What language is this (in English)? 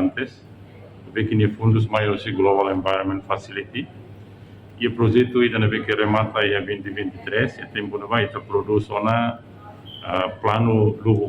Tetum